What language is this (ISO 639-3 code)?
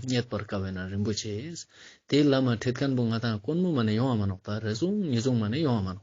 lbj